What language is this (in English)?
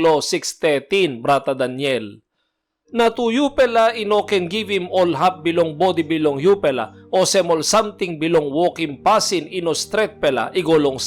Tok Pisin